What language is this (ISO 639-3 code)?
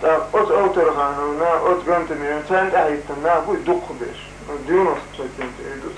che